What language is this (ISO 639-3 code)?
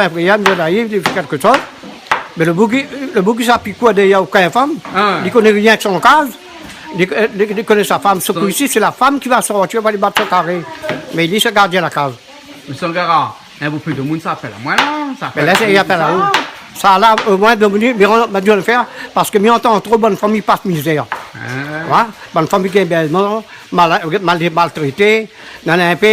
rcf